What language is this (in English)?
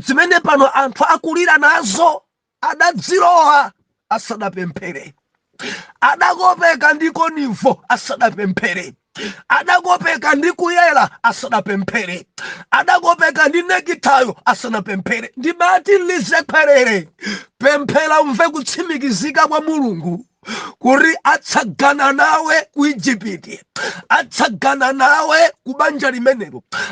Nyanja